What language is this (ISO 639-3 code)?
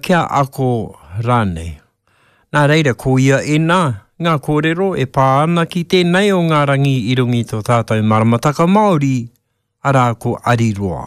mri